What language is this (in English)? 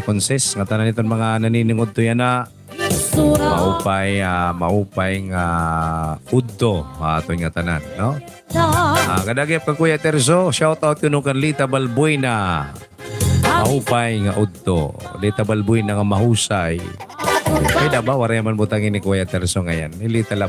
Waray